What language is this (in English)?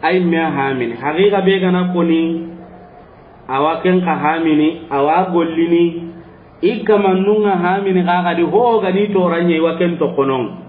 Soninke